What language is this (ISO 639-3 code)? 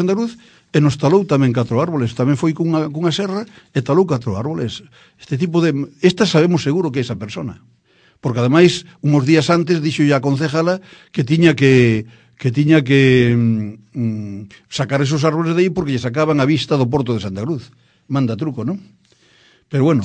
glg